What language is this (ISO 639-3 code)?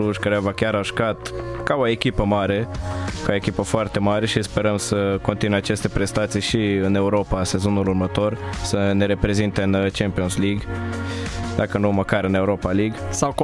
ron